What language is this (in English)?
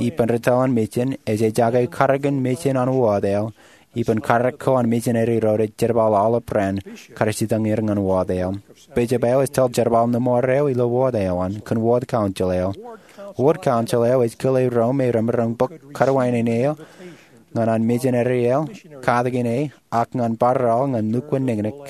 Marshallese